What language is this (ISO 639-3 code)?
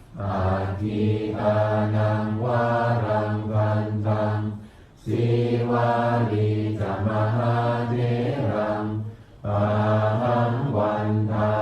pli